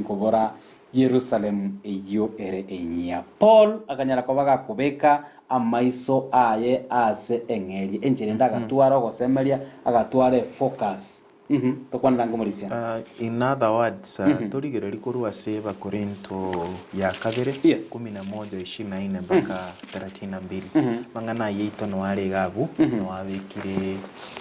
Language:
Gusii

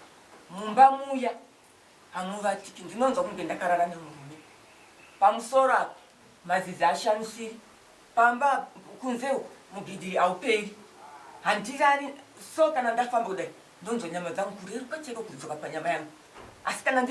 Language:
Shona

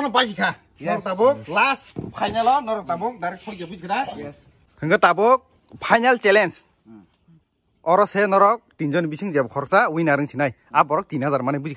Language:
Kok Borok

